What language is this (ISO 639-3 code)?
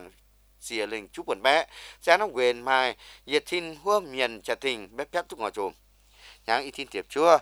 vie